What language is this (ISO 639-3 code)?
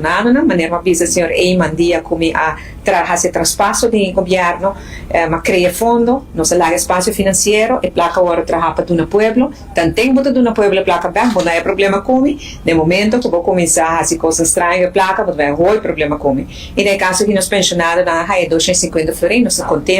pap